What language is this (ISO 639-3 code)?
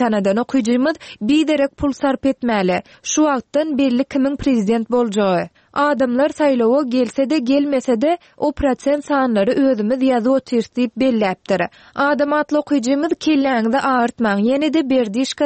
tuk